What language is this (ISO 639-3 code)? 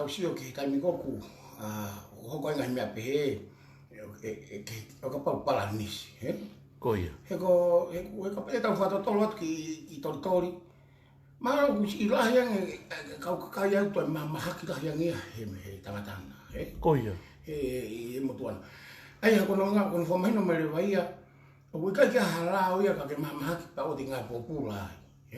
ton